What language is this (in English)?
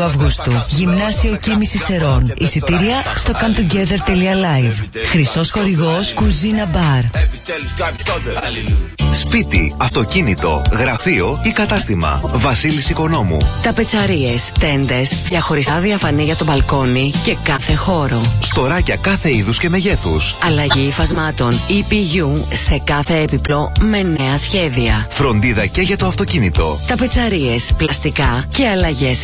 Greek